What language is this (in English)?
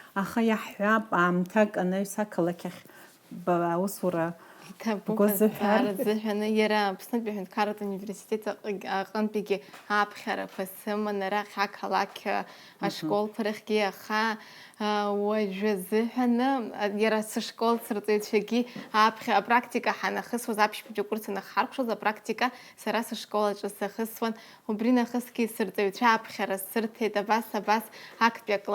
Abkhazian